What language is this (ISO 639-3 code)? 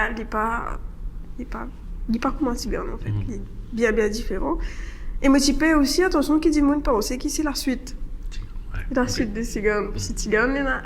mfe